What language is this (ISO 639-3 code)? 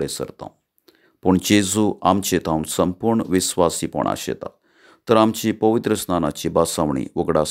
kok